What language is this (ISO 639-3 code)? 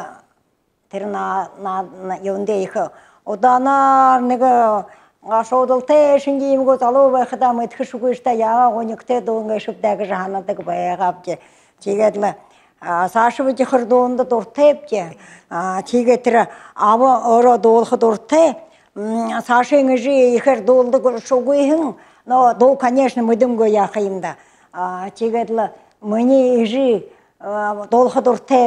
bua